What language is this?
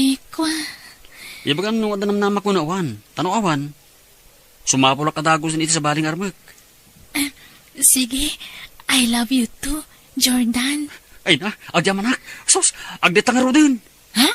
Iloko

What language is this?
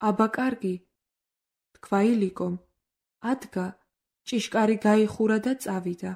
Georgian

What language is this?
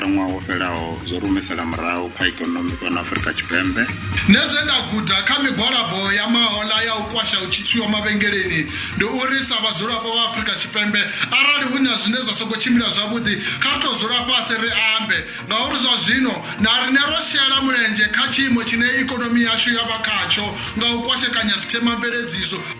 Venda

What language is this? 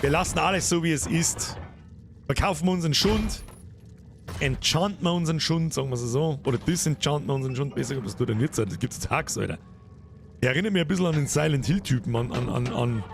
Bavarian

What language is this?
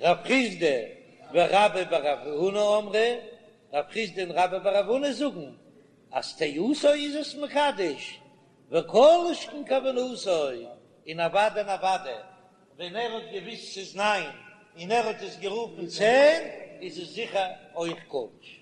Yiddish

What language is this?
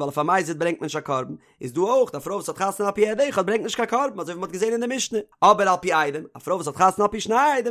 Yiddish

